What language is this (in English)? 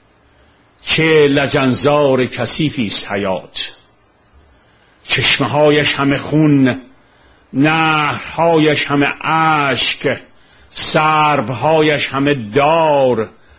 Persian